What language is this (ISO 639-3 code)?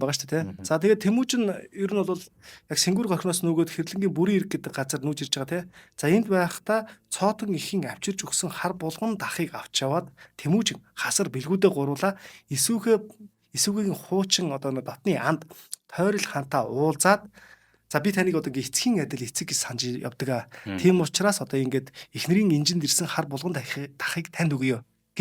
mon